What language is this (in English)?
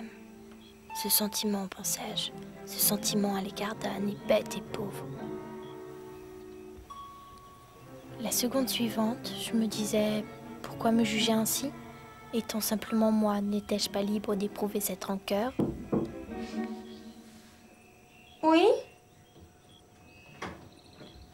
French